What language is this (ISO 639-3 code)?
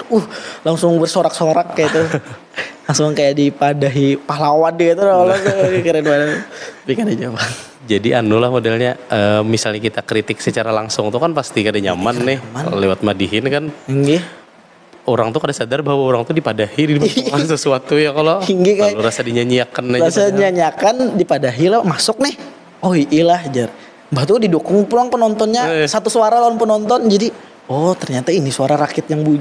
bjn